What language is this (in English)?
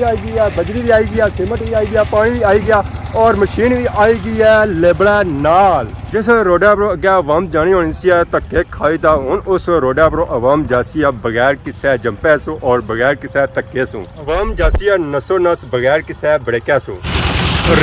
Pahari-Potwari